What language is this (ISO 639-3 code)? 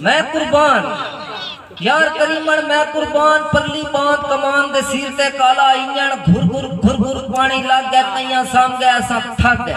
skr